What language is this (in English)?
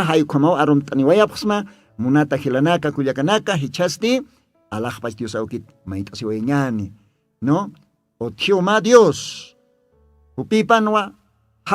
Aymara